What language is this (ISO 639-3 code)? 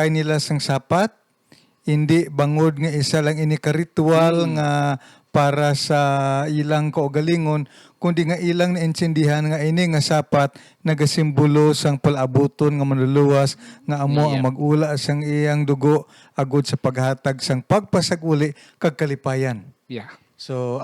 hil